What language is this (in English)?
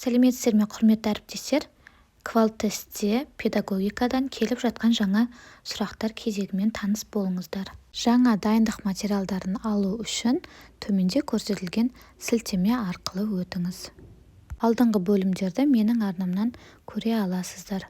Kazakh